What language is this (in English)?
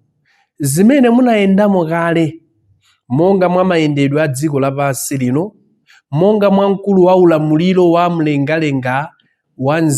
Nyanja